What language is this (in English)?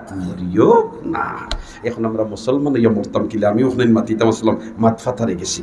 Sylheti